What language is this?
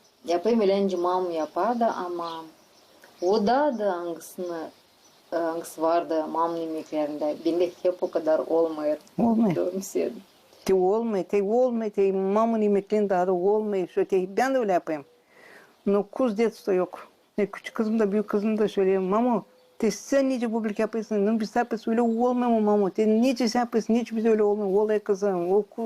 Gagauz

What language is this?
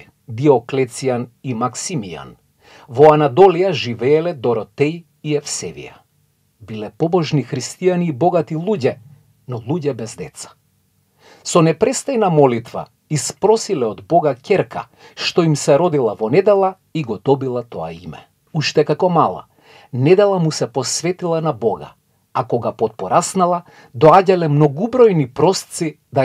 Macedonian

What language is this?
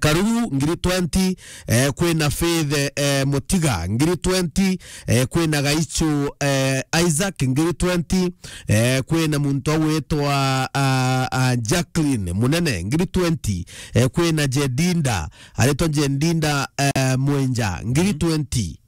Meru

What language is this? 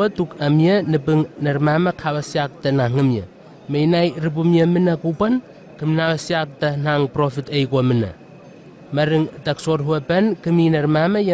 Southwest Tanna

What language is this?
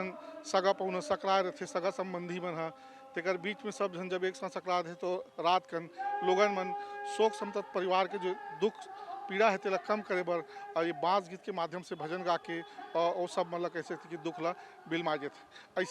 Chhattisgarhi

